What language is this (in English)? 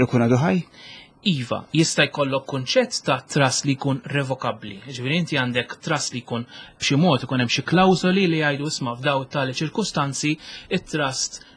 Maltese